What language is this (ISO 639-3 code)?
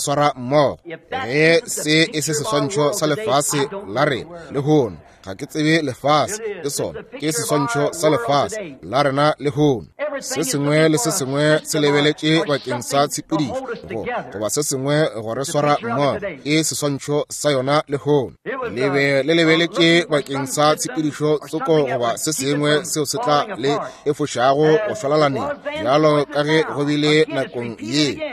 nso